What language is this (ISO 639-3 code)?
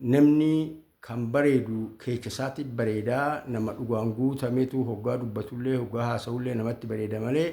orm